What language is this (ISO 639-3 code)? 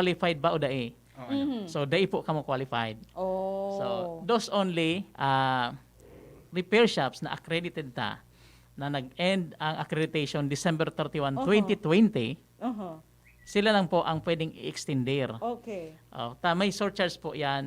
bik